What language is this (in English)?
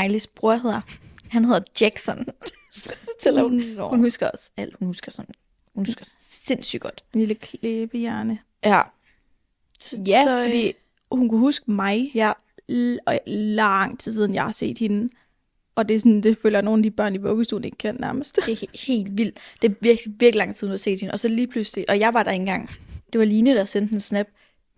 Danish